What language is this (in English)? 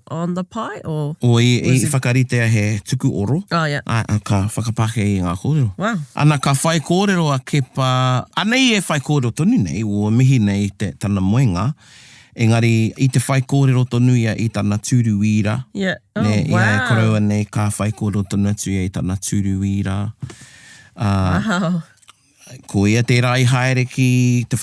Māori